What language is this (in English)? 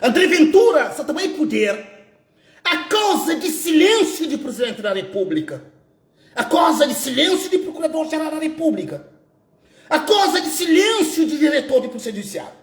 Kabuverdianu